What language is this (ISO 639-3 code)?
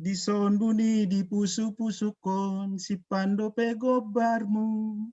bts